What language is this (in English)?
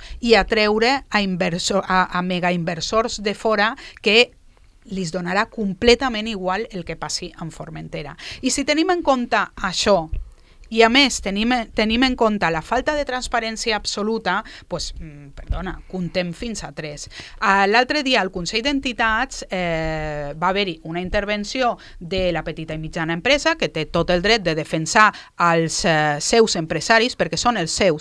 Catalan